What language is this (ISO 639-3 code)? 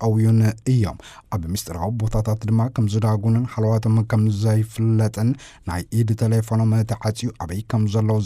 tir